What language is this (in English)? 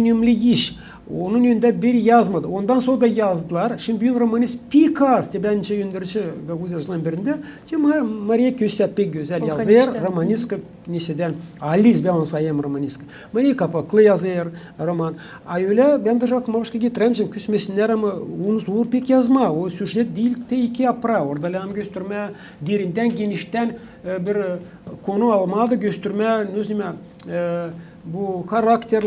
Gagauz